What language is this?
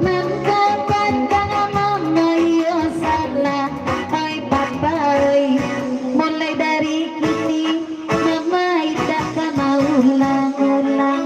Minangkabau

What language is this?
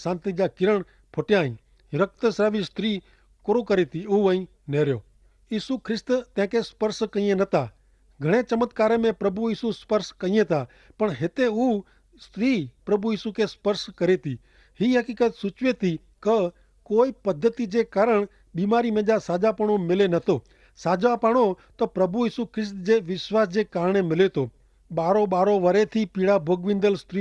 Kachhi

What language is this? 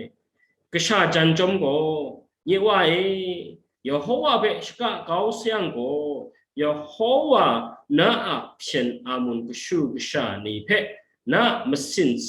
Kachin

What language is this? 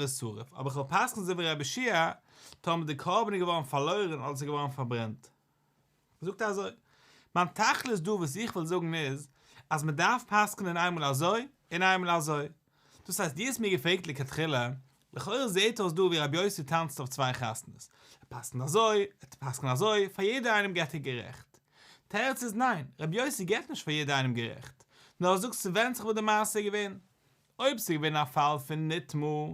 Yiddish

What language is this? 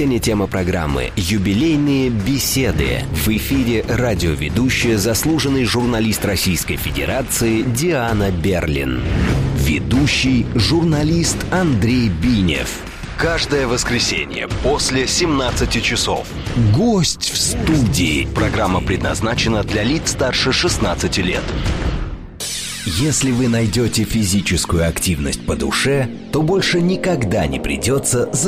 Russian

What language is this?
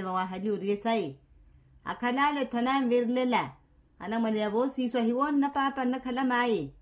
Makhuwa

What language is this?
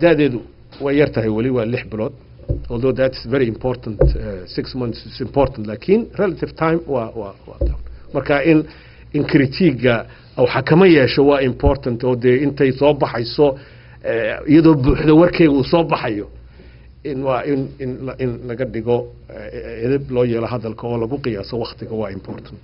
Somali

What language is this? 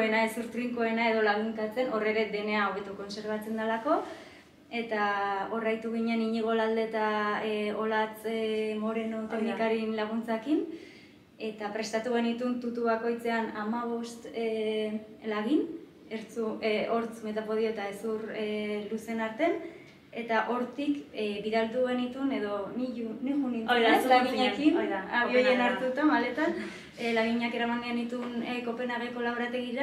Basque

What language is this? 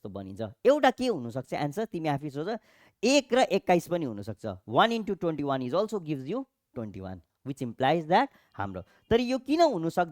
Nepali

